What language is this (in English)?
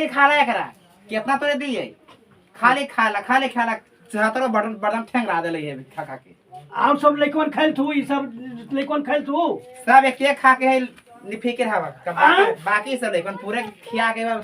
Magahi